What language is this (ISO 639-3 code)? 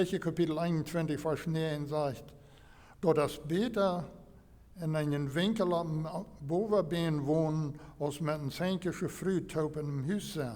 pdt